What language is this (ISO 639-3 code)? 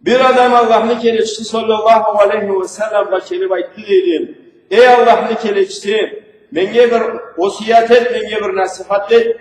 krc